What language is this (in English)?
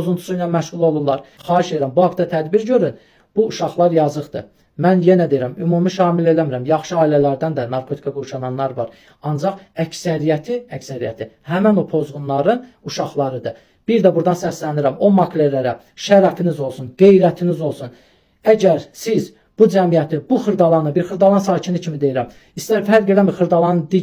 Azerbaijani